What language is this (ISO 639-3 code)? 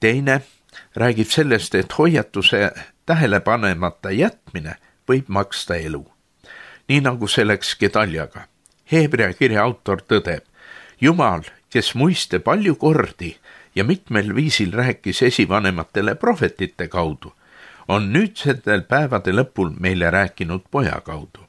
est